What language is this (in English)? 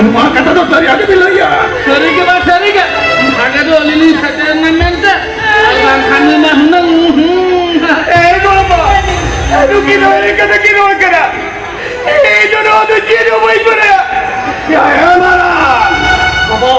Santali